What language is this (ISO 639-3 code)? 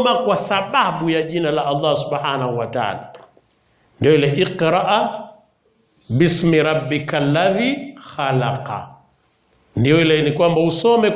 swa